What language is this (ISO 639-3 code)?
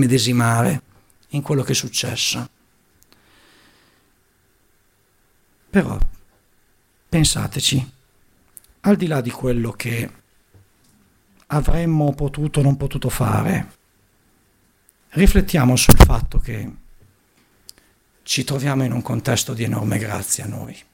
ita